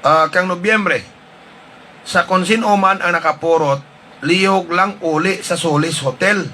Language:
Hiligaynon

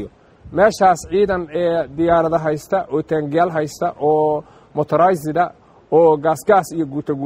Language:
Somali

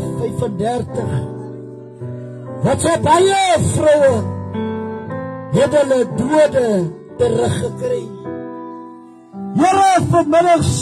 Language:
Afrikaans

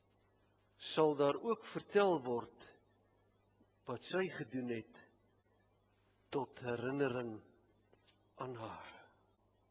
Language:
Afrikaans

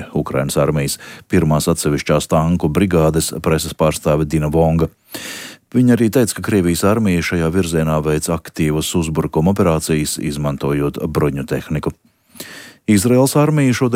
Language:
Latvian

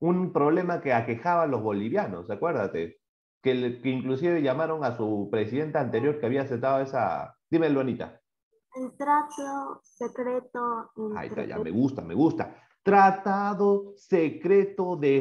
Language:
Spanish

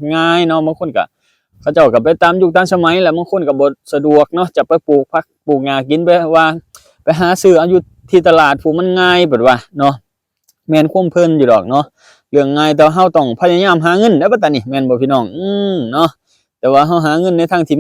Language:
Lao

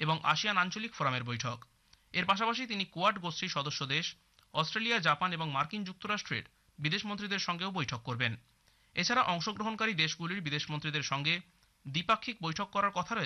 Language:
Bangla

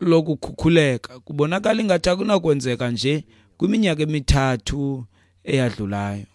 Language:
Xhosa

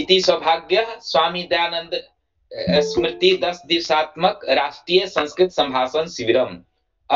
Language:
Sanskrit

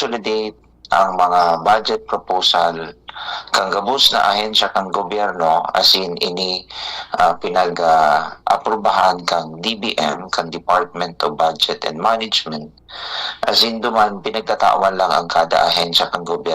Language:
Bikol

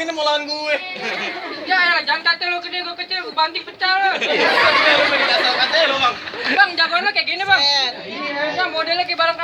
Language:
Betawi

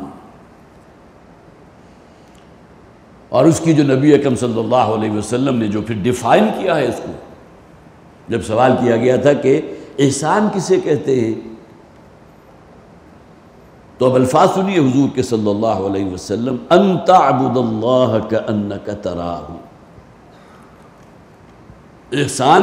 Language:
Urdu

